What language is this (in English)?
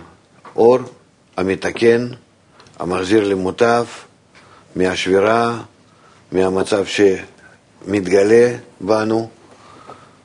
Hebrew